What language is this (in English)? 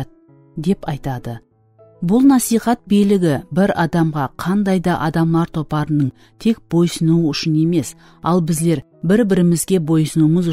Kara-Kalpak